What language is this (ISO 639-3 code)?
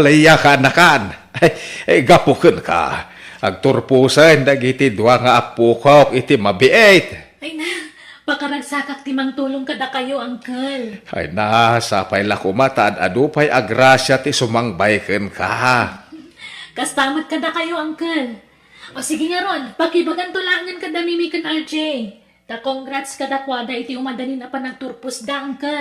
ilo